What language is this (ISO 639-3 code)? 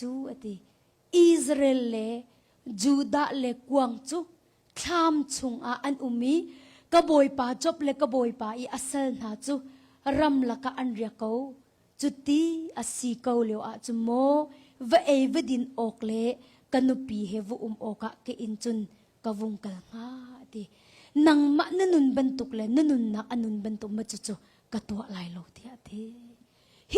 cnh